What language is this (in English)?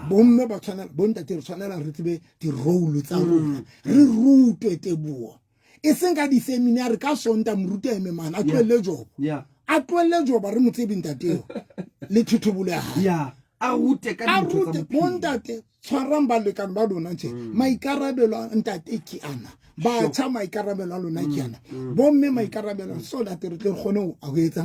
Southern Sotho